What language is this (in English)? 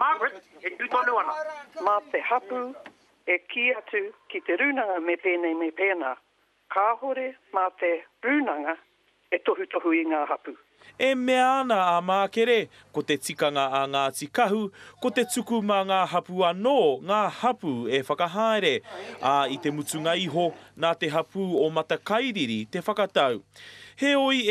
Māori